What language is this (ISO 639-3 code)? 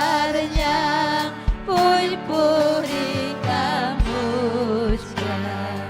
quy